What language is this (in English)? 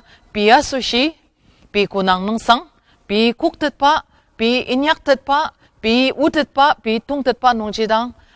Ao Naga